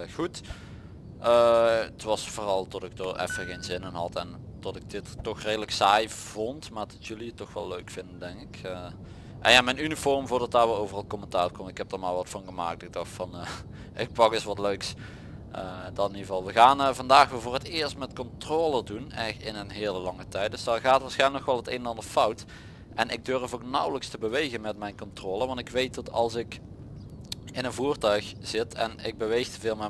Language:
Dutch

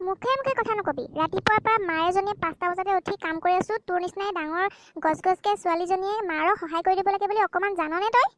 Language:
Assamese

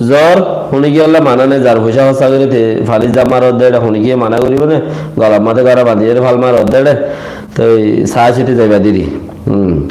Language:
Rohingya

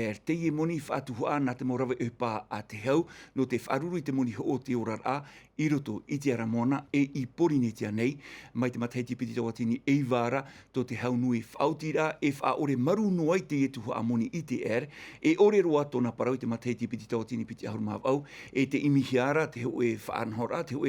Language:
Tahitian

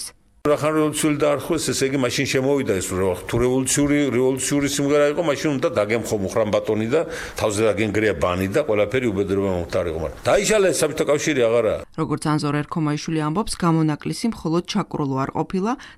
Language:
Georgian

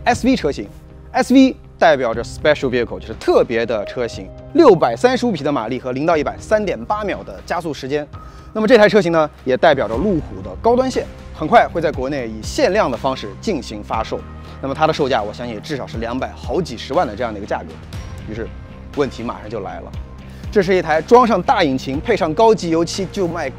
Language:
Chinese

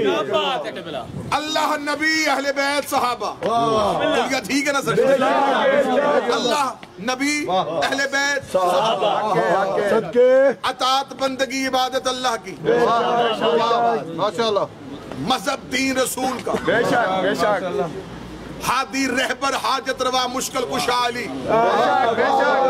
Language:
Urdu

